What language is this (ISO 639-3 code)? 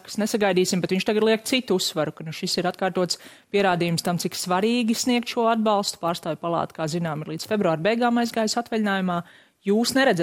lav